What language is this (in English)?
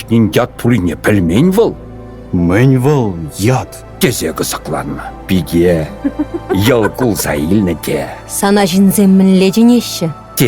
Chuvash